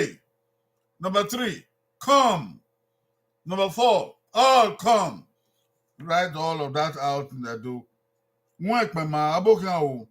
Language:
Bini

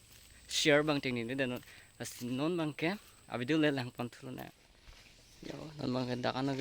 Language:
Karbi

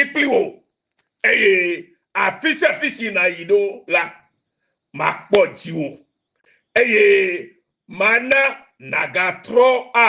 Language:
Ewe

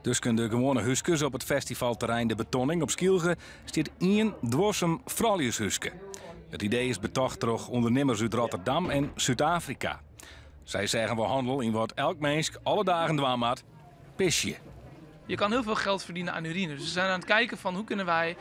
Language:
Western Frisian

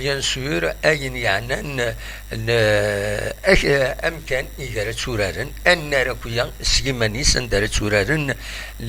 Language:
Kabyle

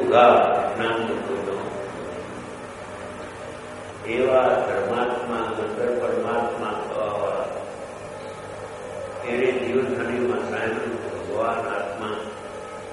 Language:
Gujarati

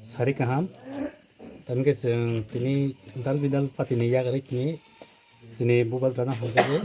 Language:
Kok Borok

